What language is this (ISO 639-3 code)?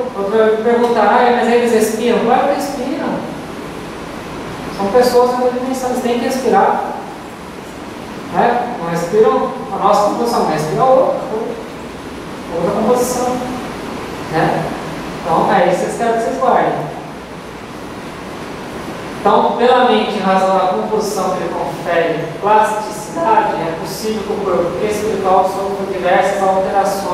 por